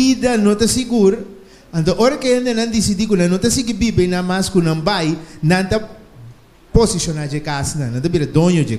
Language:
Papiamento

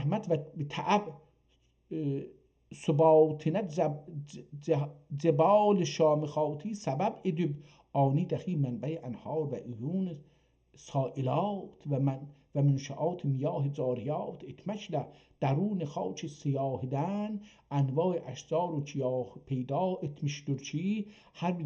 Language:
South Azerbaijani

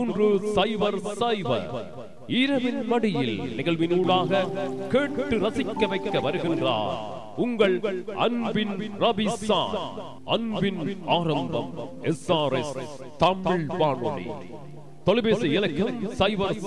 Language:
Tamil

